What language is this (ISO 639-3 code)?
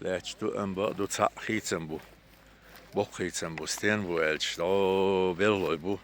che